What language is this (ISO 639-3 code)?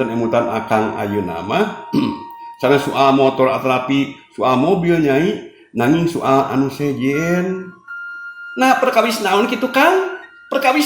sun